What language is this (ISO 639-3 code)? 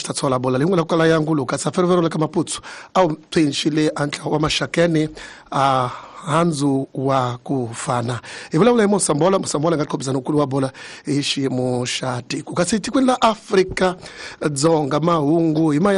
tso